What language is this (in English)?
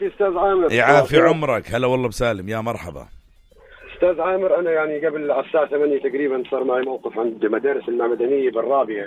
North Levantine Arabic